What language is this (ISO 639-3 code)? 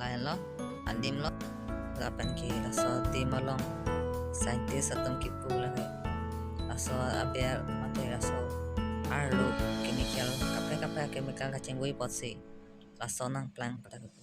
mjw